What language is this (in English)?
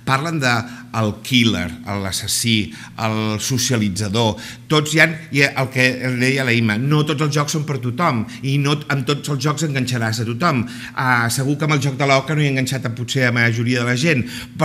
Catalan